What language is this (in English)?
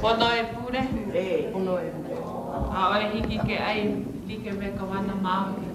Hawaiian